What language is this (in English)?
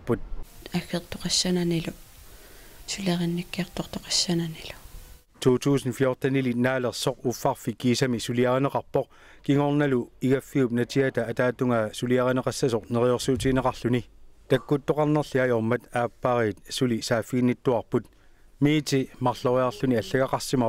Kalaallisut